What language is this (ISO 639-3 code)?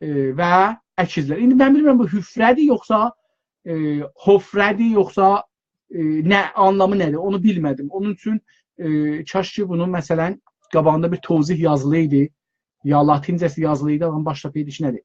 azb